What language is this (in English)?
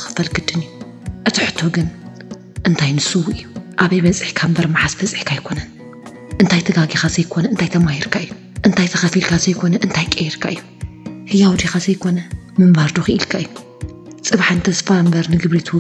Tigrinya